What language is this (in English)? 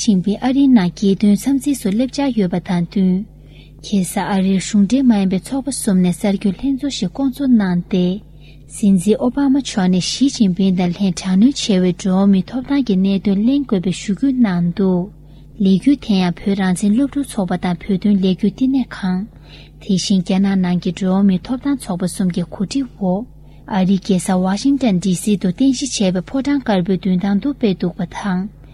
Tibetan